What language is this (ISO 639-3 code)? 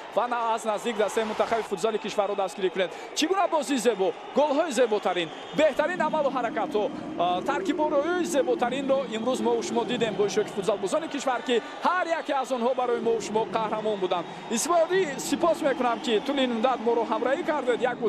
tgk